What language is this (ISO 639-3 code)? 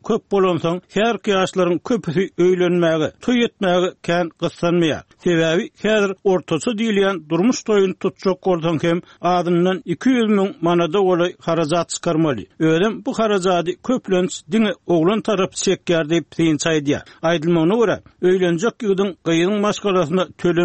tuk